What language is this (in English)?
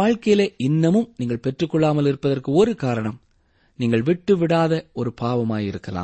Tamil